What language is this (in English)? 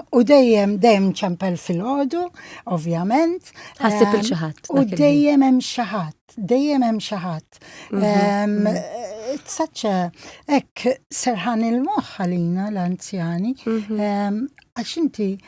Maltese